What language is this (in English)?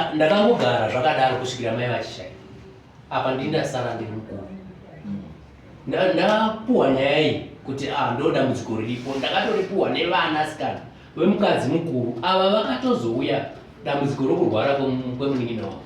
Shona